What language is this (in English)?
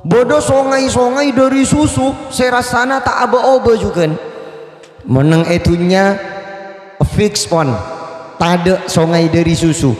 Madurese